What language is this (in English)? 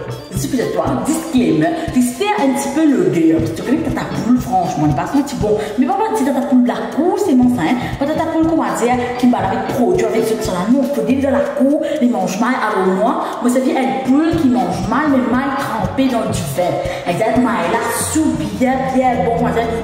Morisyen